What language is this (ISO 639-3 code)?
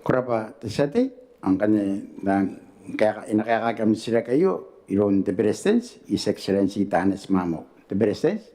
gil